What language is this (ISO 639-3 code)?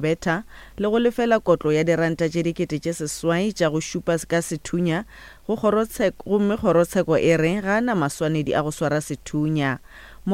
nso